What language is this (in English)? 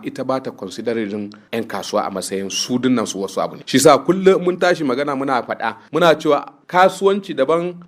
Hausa